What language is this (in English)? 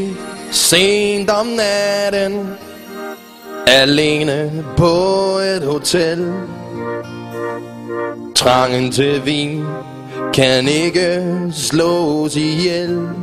Danish